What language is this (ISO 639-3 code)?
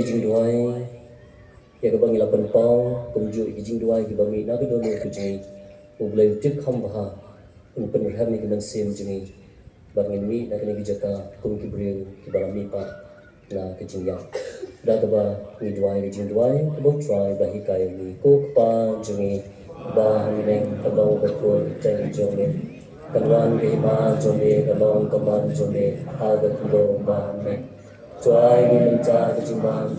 kha